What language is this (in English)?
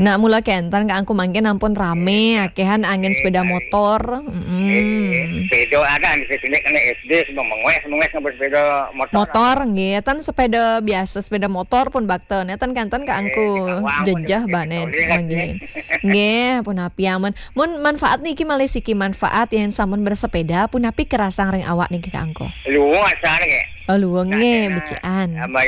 Balinese